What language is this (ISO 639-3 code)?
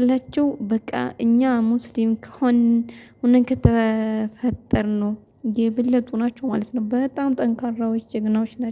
amh